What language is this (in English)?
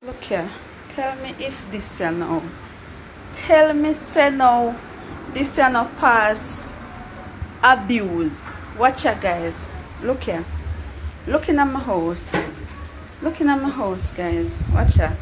Jamaican Creole English